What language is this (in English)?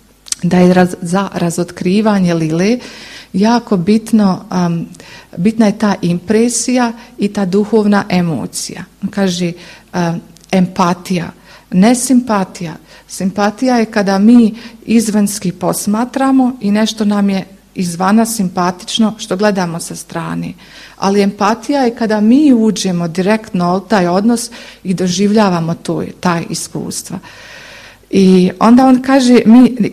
Bosnian